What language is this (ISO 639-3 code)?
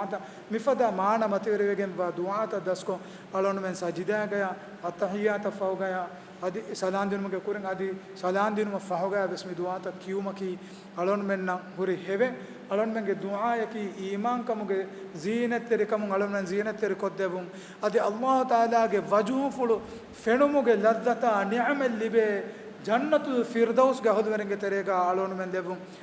div